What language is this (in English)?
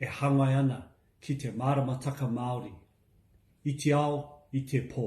Māori